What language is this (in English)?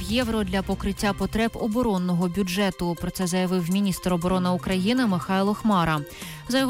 Ukrainian